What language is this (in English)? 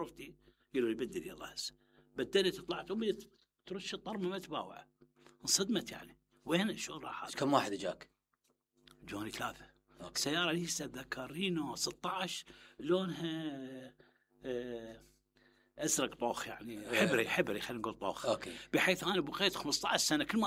Mesopotamian Arabic